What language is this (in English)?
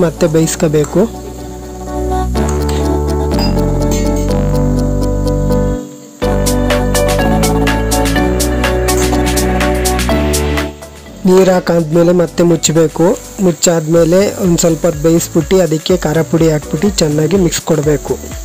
Kannada